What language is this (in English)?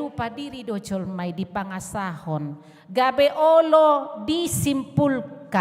Batak Toba